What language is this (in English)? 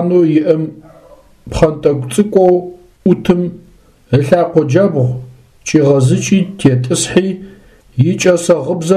Adyghe